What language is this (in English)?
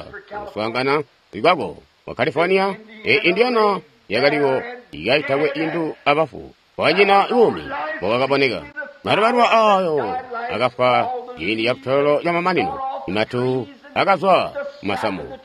Tonga (Zambia)